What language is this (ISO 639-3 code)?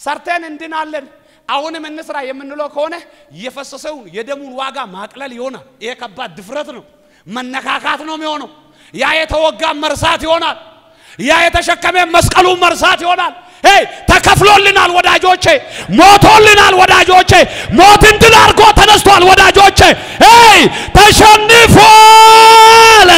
amh